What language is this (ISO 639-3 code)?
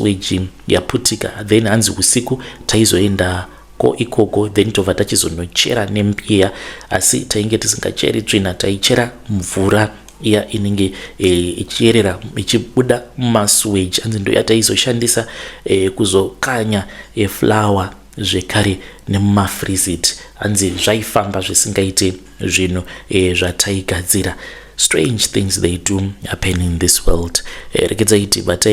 sna